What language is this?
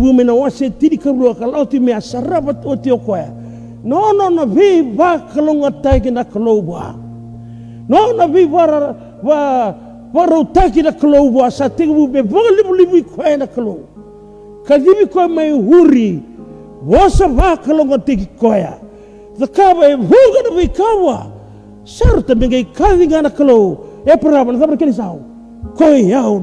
Fijian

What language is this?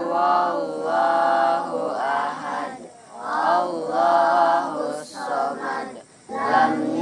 Banjar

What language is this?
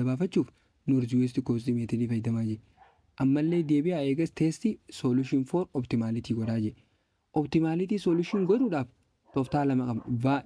Oromo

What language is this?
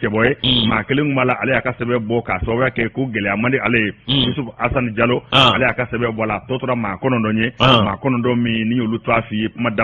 Bambara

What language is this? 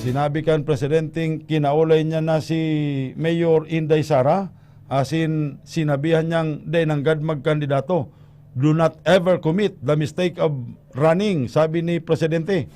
Bikol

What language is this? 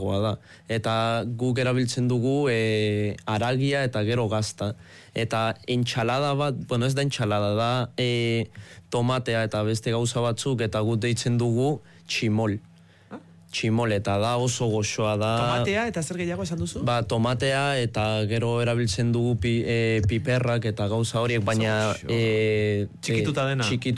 Basque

